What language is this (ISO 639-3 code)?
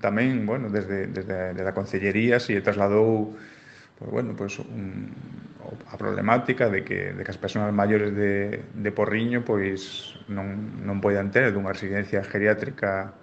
glg